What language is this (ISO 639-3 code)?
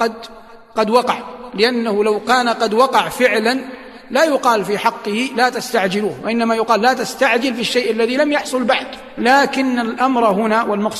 ara